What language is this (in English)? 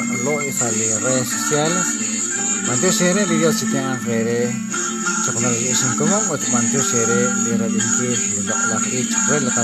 Kekchí